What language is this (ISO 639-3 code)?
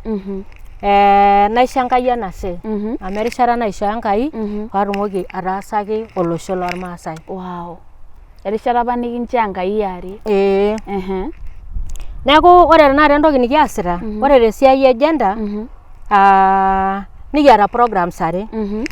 mas